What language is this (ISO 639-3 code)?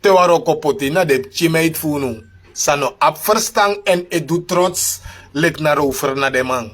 srn